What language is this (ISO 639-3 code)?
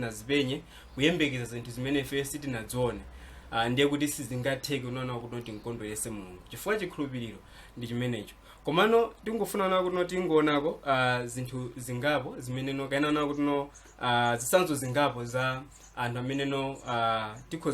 nya